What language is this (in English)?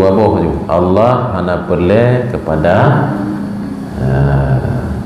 Achinese